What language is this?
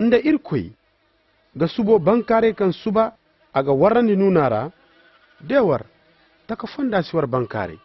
Koyraboro Senni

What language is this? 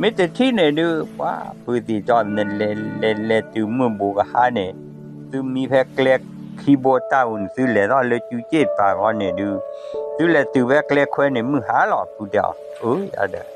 S'gaw Karen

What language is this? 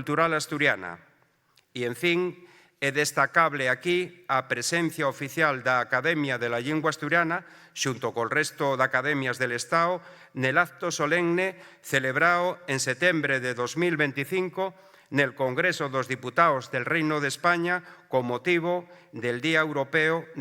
Asturian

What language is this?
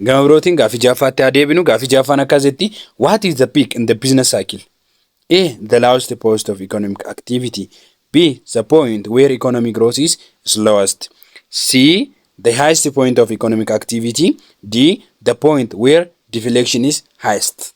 Oromo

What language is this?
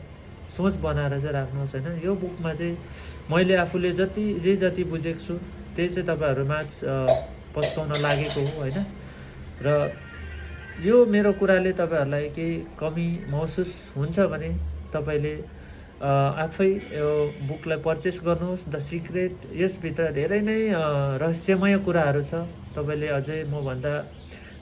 Nepali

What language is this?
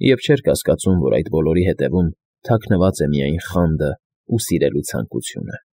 Armenian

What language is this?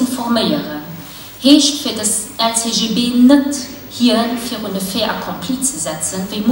Luxembourgish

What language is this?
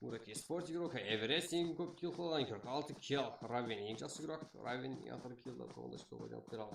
Kara-Kalpak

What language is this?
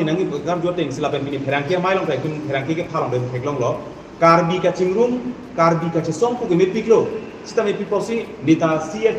Karbi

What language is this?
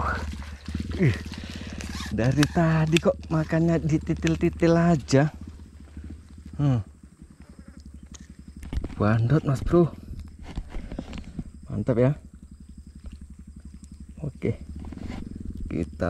Indonesian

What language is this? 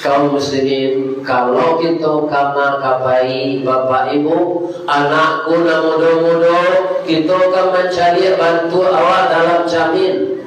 Minangkabau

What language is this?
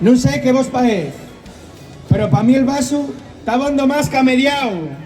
Asturian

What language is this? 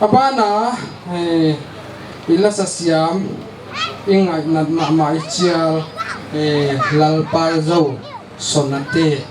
Paite Chin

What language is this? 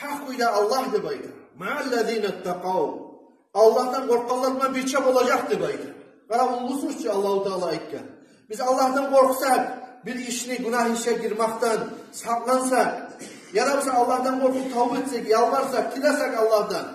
Kumyk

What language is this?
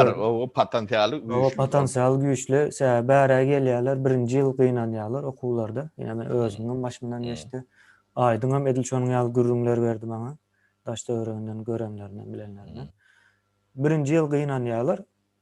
Turkmen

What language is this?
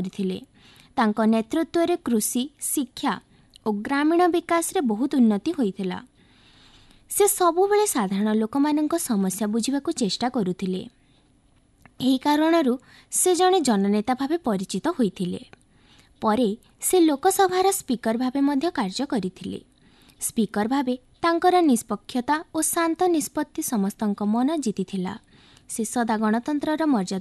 Odia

